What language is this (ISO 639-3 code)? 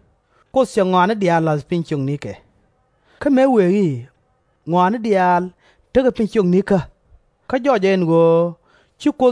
nus